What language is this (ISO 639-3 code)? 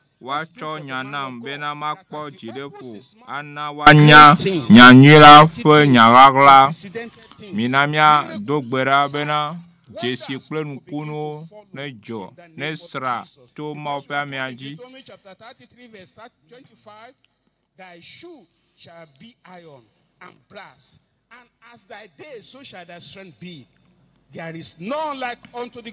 ewe